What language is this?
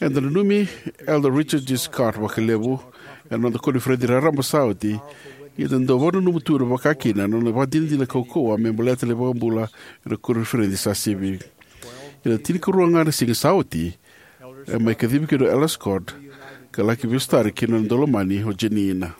Fijian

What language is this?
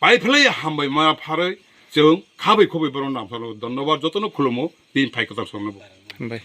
Kok Borok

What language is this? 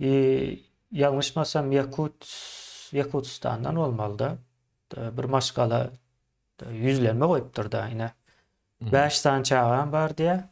Turkmen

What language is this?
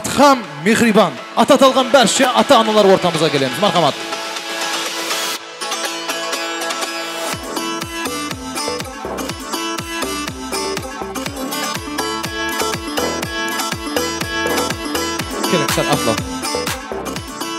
Kara-Kalpak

